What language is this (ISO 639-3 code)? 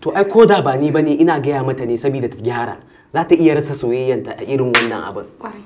hau